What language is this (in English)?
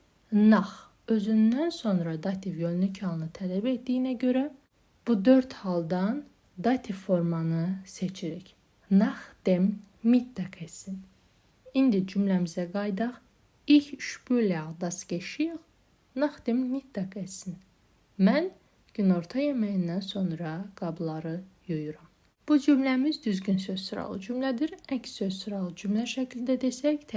Azerbaijani